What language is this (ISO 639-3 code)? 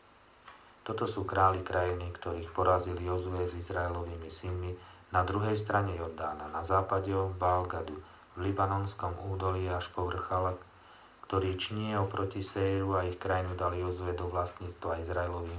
slk